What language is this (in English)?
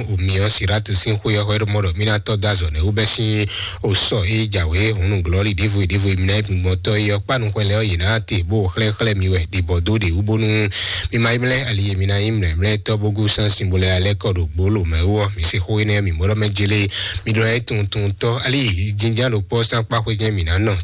Fon